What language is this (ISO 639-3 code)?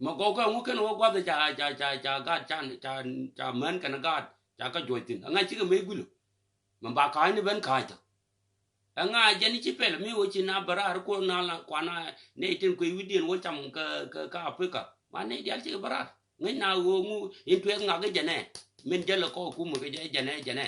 nus